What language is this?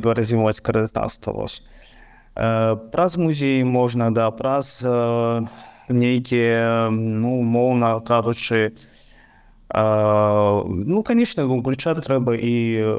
Belarusian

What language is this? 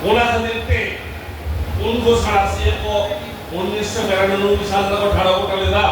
Santali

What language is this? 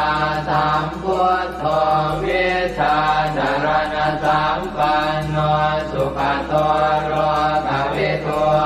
Pali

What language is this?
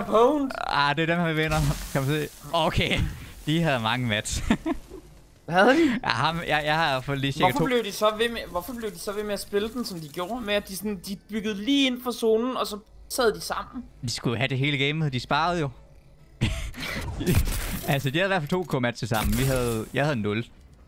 Danish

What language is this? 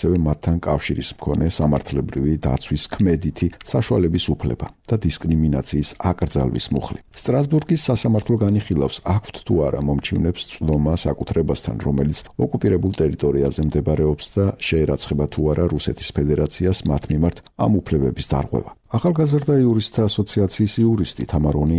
Georgian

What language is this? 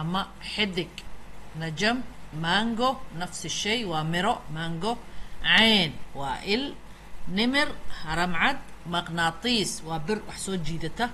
Somali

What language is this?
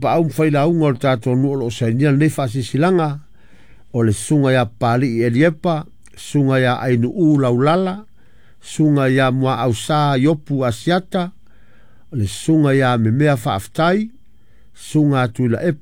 Samoan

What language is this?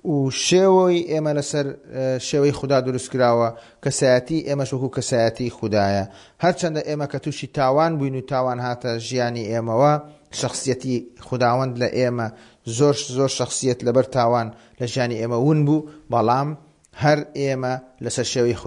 Central Kurdish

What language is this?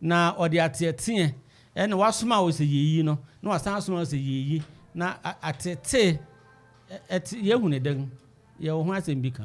Akan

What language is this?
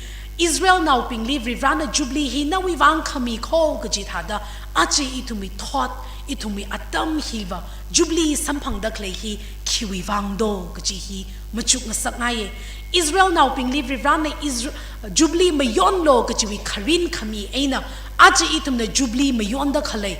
Tangkhul Naga (India)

